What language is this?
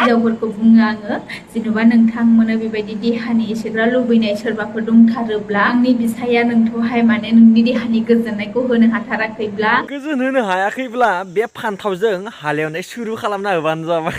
Bodo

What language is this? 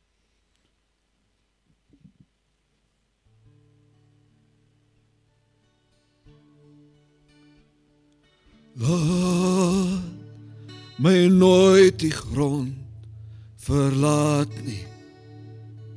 Afrikaans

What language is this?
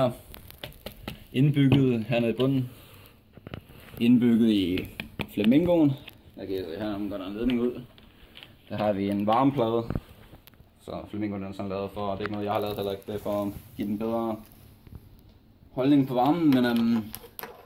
Danish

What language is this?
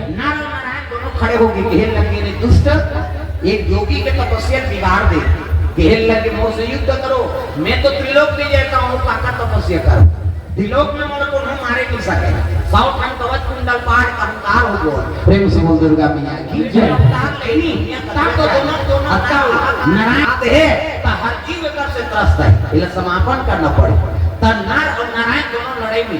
Chhattisgarhi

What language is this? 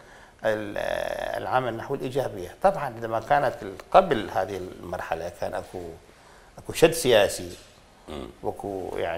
Mesopotamian Arabic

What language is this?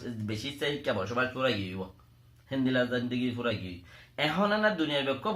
Rohingya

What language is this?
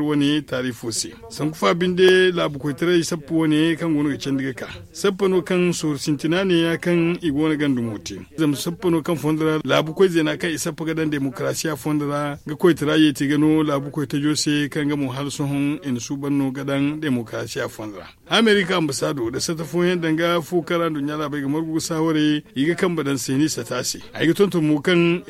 Zarma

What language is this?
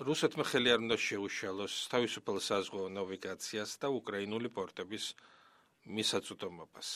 Georgian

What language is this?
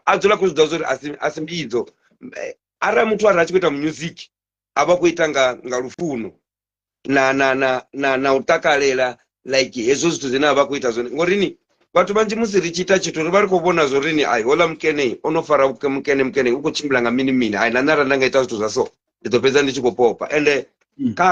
Venda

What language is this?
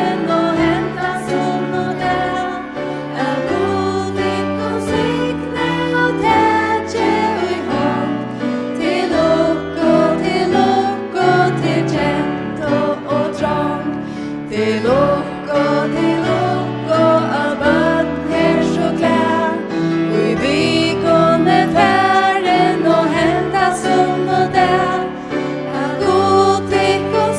Faroese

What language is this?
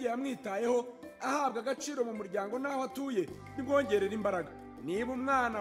Kinyarwanda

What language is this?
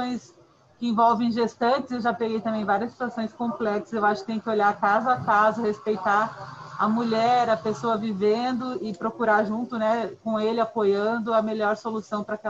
Portuguese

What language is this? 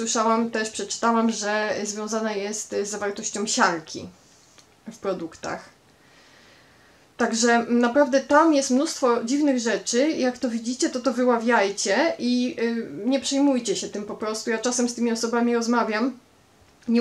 Polish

